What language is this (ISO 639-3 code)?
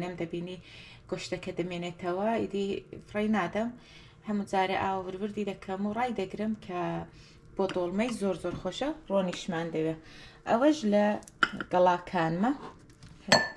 ckb